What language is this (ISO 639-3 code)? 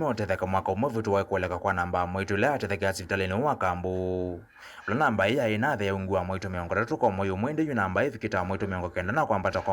kam